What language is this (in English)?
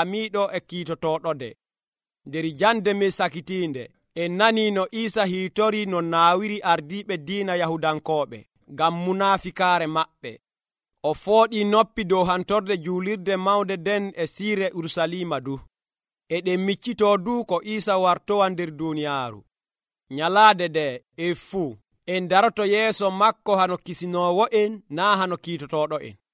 Nigerian Fulfulde